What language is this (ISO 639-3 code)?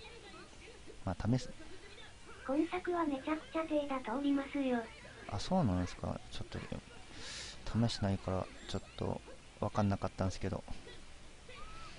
jpn